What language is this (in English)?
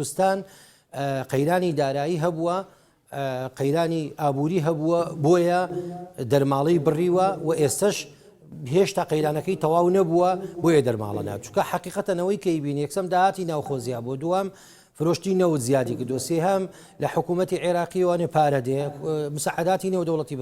Central Kurdish